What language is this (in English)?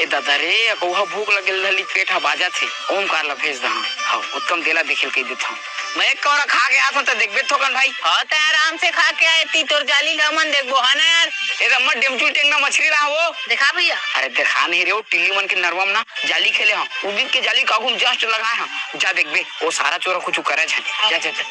Chhattisgarhi